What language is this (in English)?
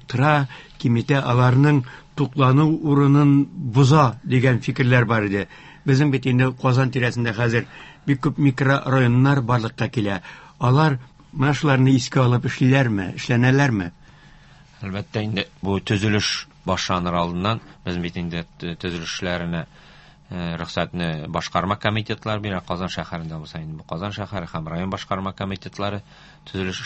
Tatar